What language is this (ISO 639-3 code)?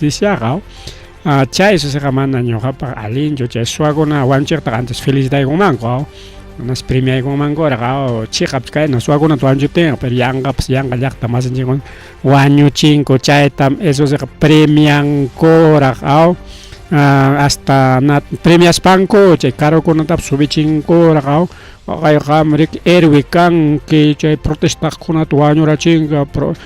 quy